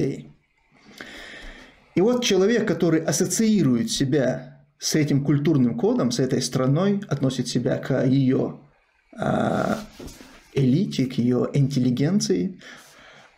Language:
Russian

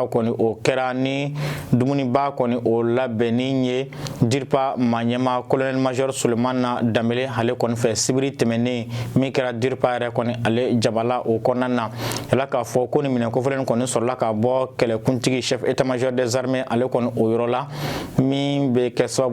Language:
Bambara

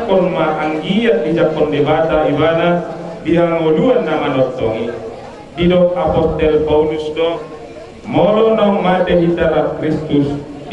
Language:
Batak Toba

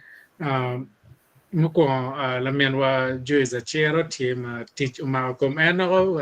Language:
Acoli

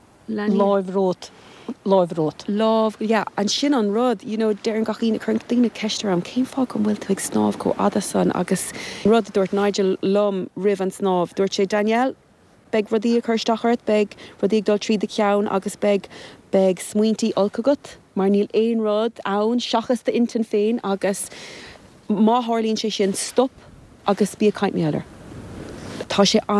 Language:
Irish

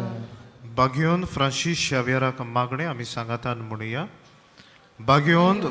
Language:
Konkani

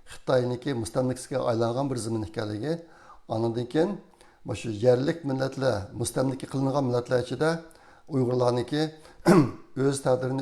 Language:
Uyghur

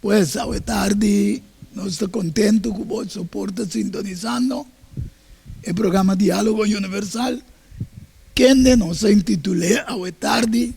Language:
Papiamento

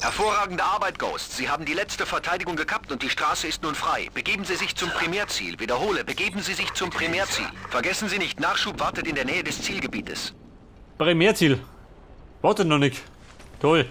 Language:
Bavarian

